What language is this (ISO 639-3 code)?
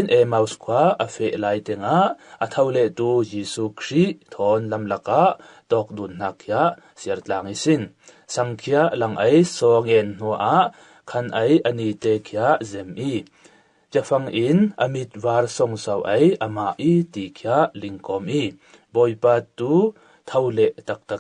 cfm